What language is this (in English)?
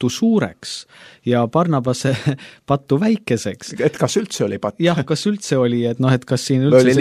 Estonian